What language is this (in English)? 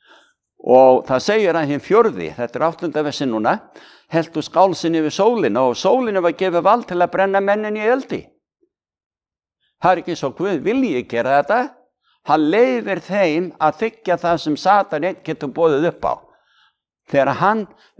Icelandic